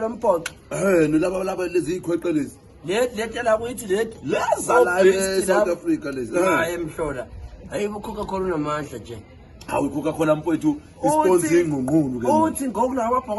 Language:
Zulu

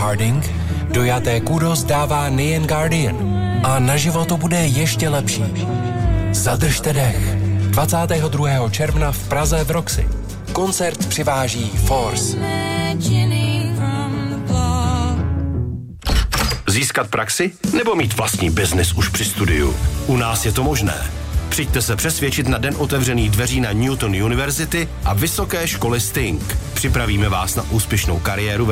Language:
Czech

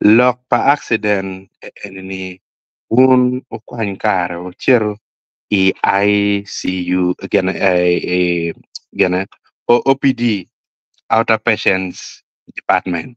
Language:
Acoli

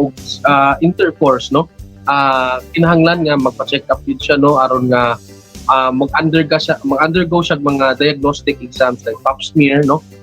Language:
Cebuano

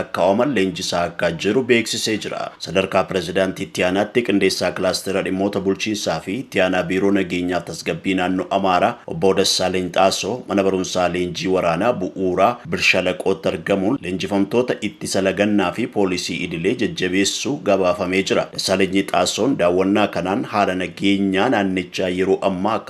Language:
Oromo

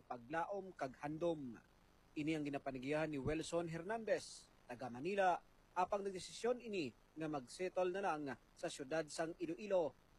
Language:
Hiligaynon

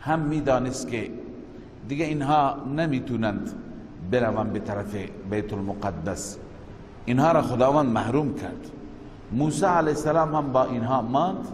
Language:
Persian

